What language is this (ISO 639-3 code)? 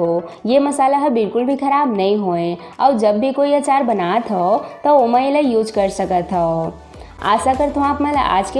hne